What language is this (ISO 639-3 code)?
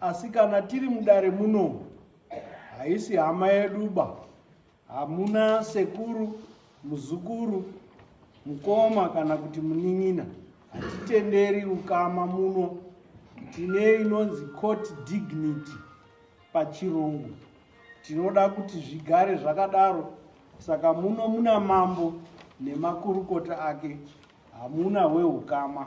sna